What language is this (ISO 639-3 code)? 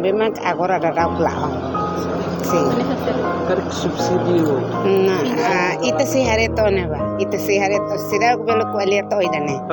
tet